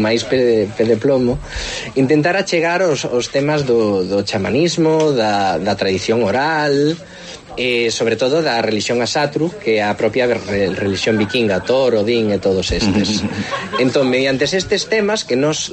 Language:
Galician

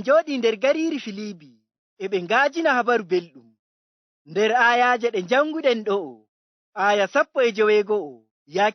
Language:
Fula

